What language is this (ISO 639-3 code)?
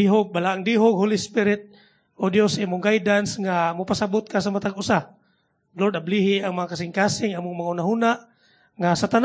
ceb